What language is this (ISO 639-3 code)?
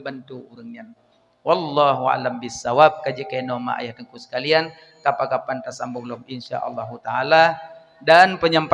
ace